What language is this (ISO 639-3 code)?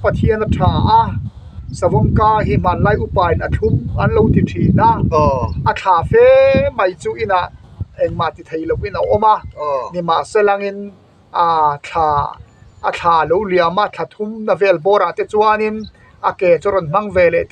lus